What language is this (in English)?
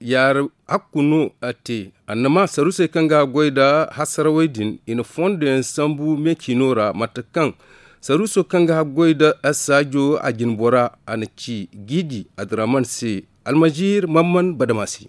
Zarma